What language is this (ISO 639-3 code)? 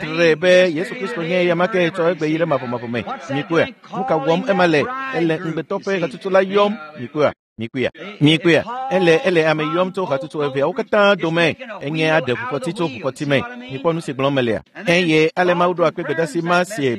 ewe